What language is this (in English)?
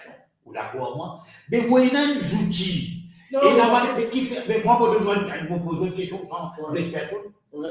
Morisyen